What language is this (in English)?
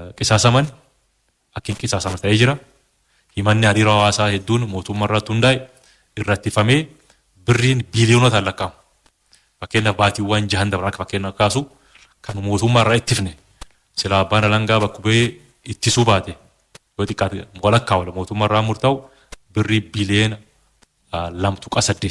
Oromo